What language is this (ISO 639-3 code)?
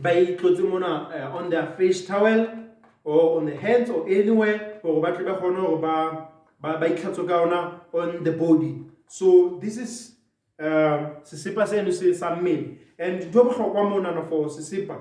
sot